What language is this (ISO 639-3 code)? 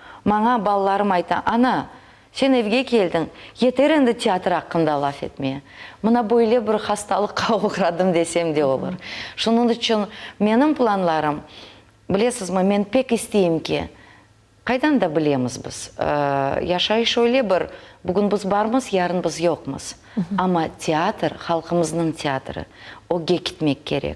crh